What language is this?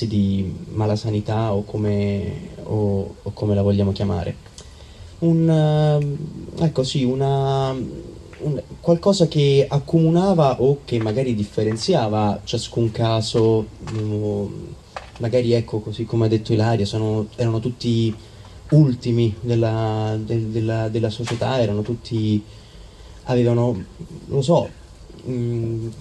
Italian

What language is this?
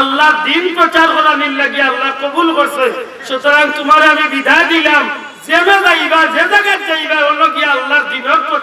Sylheti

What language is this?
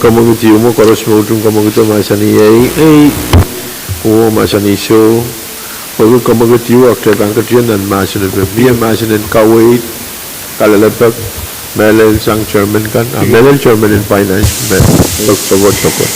Pohnpeian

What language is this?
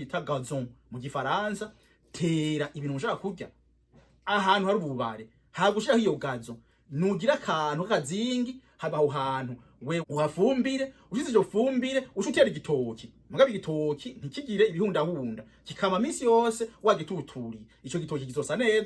Rundi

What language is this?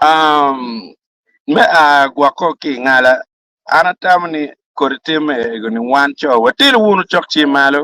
Acoli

